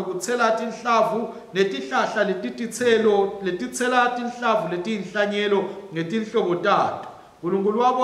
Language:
Swati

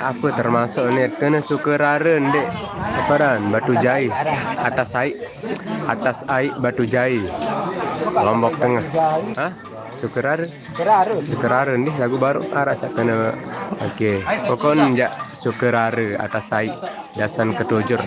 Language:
Sasak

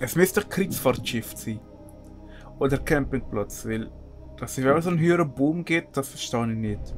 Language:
Swiss German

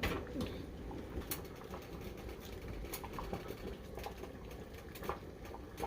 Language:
S'gaw Karen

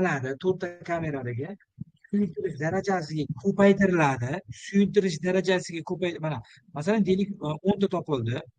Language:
Uzbek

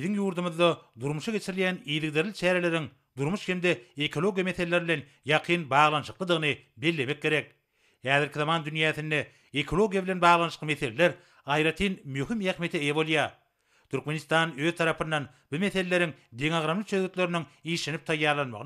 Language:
Turkmen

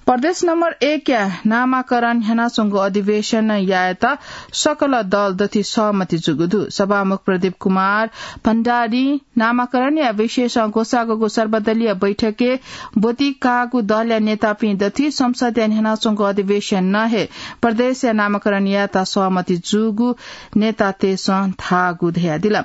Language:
Newari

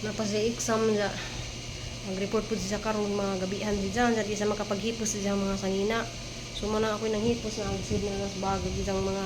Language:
Cebuano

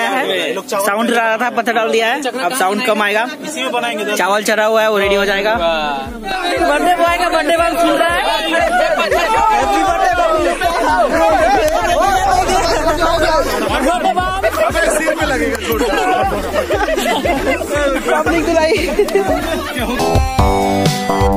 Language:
Hindi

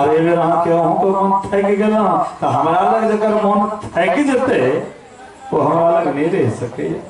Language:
Maithili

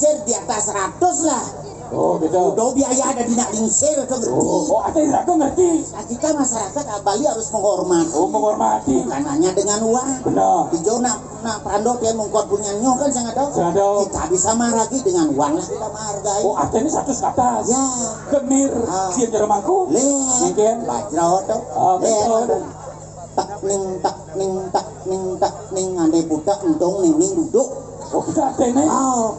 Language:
Balinese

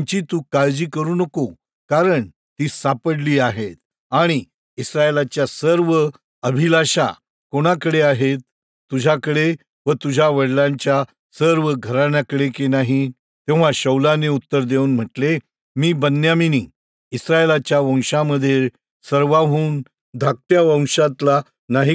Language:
Marathi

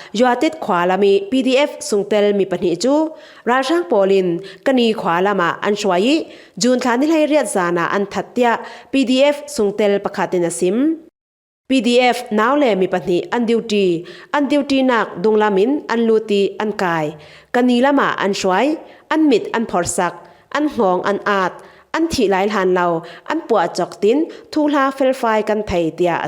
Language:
Falam Chin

